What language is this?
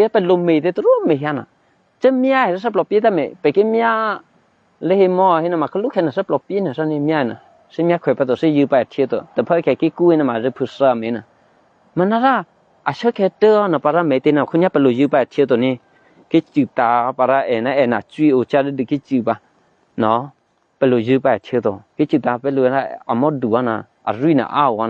Eastern Kayah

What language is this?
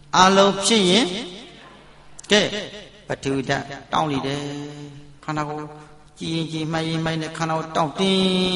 Burmese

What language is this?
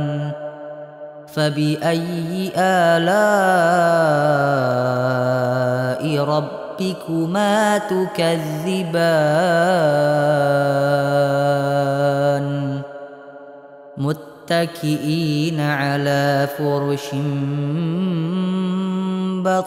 Arabic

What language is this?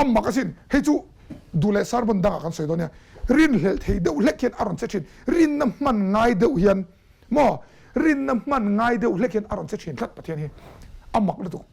Mizo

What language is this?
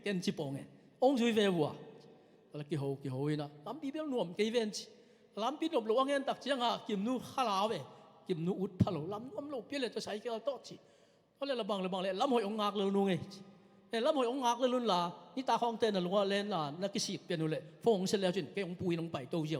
Tedim Chin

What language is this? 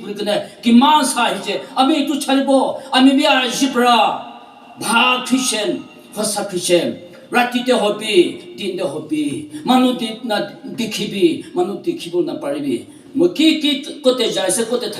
Naga Pidgin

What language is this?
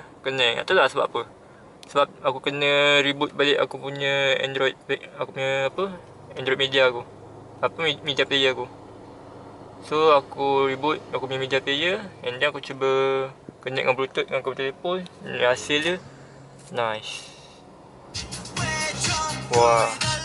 Malay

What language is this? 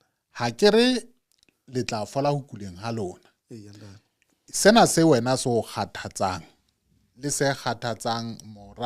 Southern Sotho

